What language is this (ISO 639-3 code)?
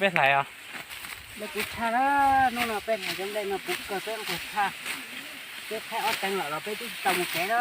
hmn